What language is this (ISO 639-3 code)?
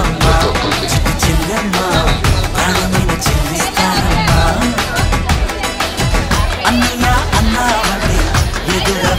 tel